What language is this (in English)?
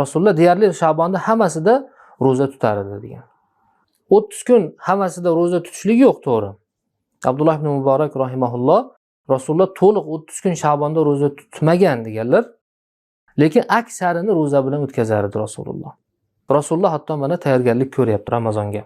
Uzbek